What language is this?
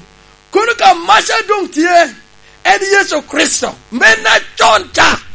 Lango (Uganda)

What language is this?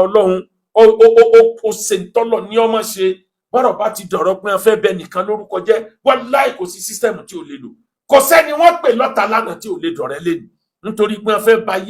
Yoruba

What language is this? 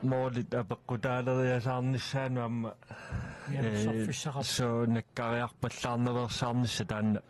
Kalaallisut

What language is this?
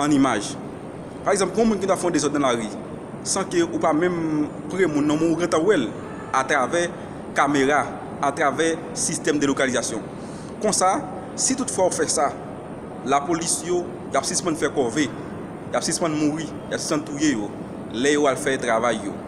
Haitian Creole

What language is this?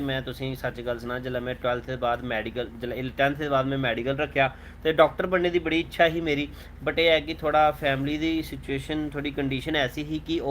Dogri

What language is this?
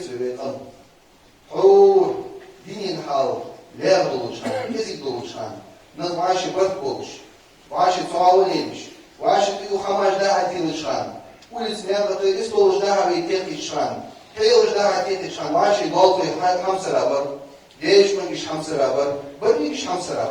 Ingush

